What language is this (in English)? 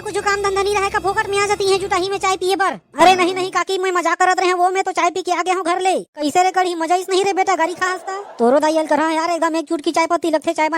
Chhattisgarhi